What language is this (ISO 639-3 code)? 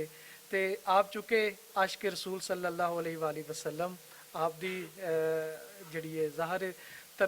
lah